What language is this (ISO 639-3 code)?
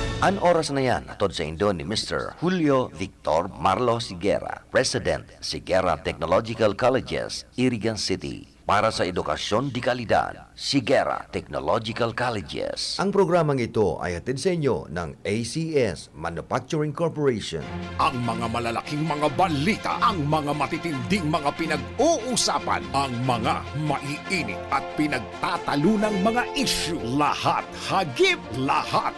bik